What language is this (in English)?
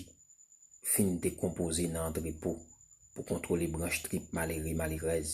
Haitian Creole